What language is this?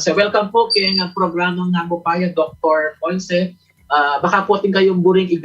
Pampanga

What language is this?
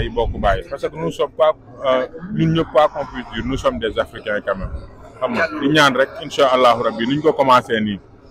Wolof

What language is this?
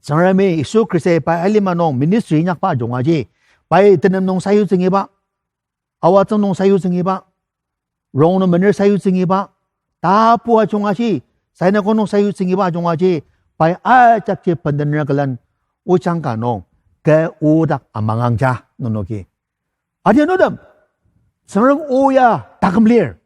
Ao Naga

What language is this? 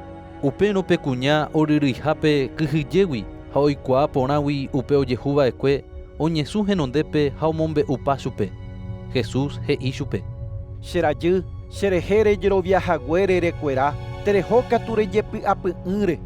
Guarani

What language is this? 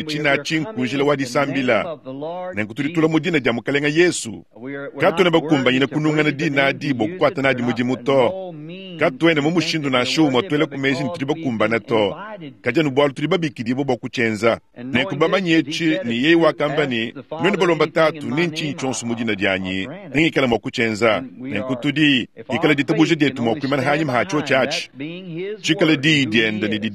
Luba-Lulua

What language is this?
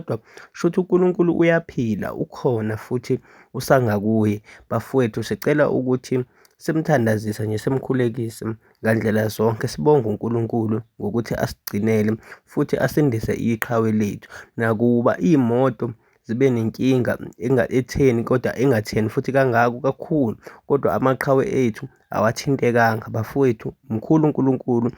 Zulu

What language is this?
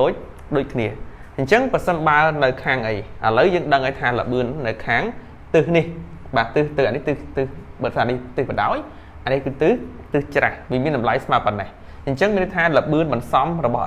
Khmer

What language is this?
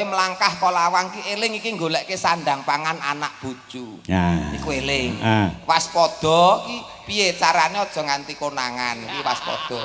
Javanese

